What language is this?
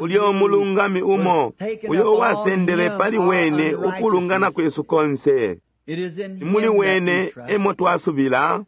Bemba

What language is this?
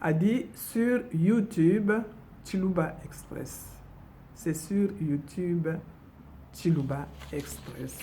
Luba-Lulua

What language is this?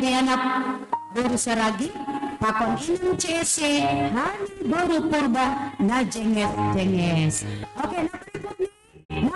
Batak Simalungun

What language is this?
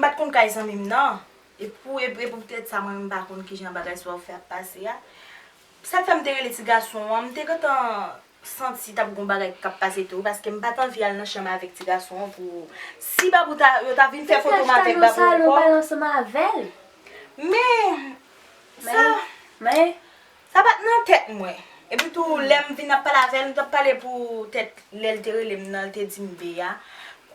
Haitian Creole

